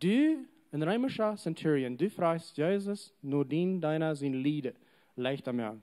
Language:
Plautdietsch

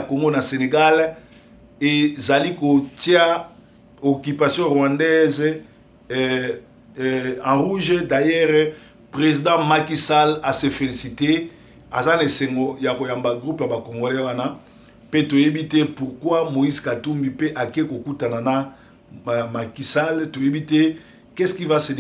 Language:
Lingala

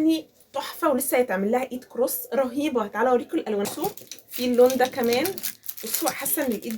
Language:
Egyptian Arabic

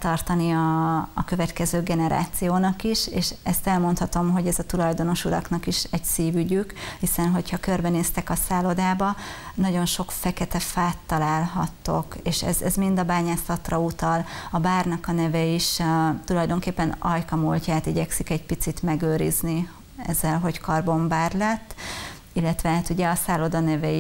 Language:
Hungarian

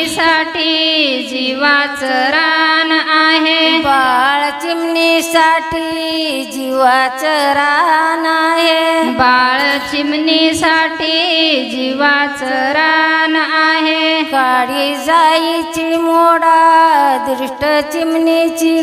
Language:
Marathi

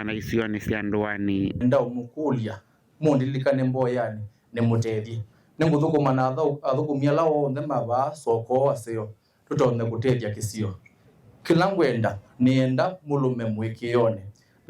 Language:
Kamba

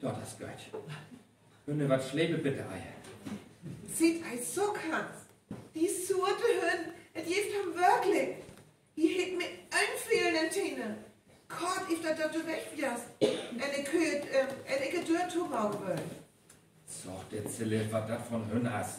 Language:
Northern Frisian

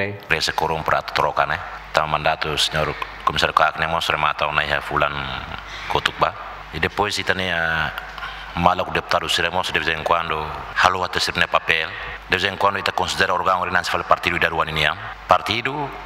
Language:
Tetum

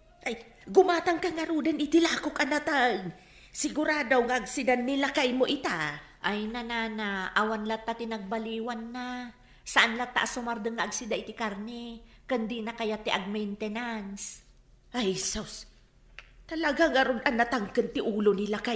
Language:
Iloko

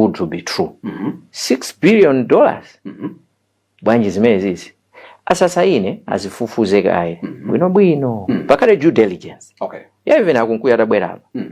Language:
Nyanja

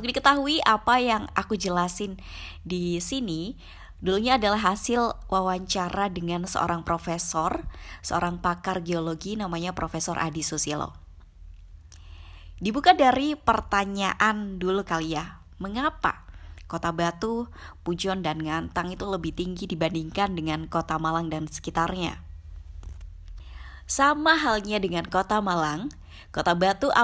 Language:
Indonesian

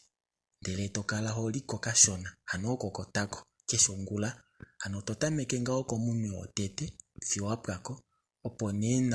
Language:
Kuanyama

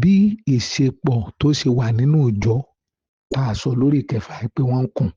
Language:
Yoruba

